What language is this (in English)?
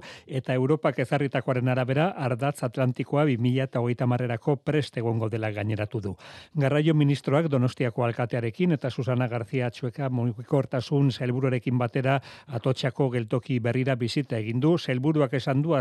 Basque